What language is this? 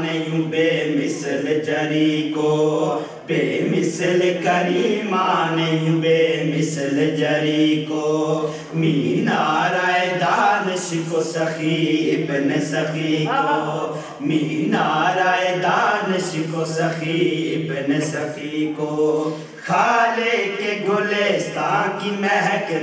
Urdu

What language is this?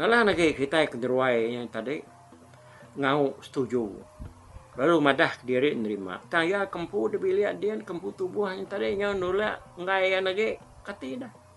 Iban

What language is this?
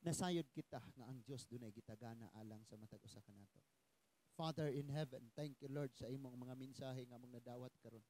Cebuano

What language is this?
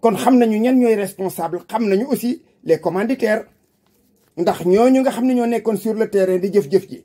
Wolof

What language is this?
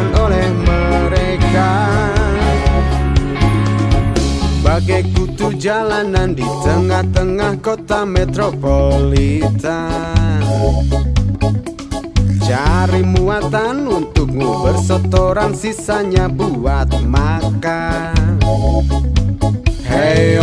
Indonesian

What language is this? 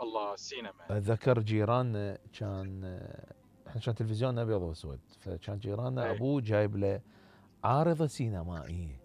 Mesopotamian Arabic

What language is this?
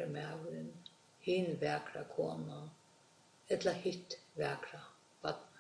Faroese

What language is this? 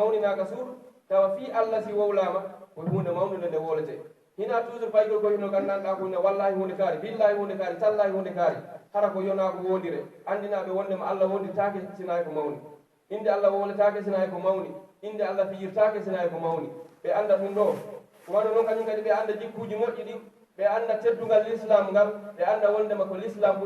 Pular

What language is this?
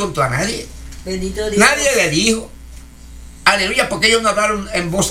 Spanish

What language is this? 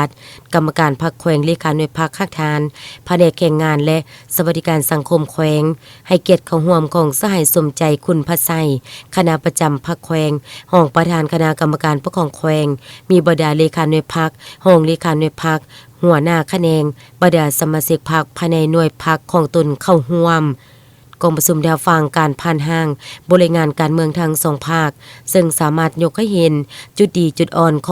Lao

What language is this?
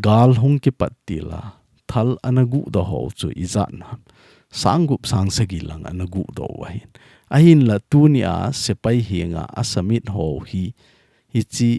Thado Chin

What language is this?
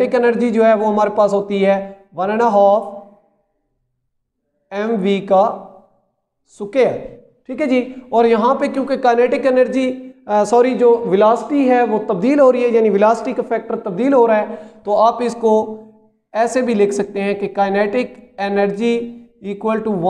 Hindi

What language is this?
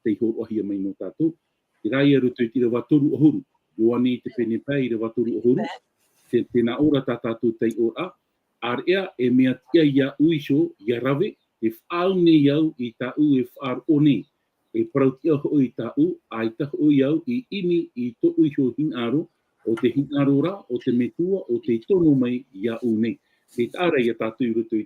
Tahitian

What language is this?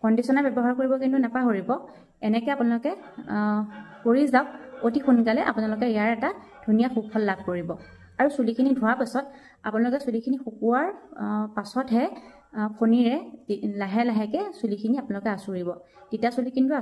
Assamese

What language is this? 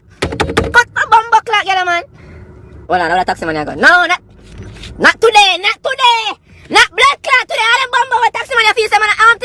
Jamaican Creole English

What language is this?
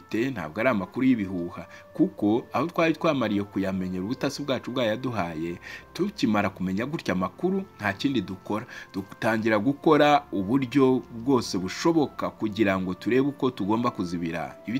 Kinyarwanda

